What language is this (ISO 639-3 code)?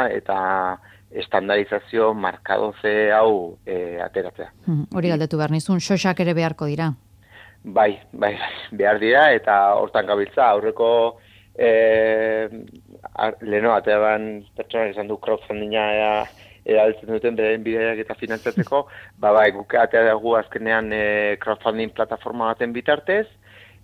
eus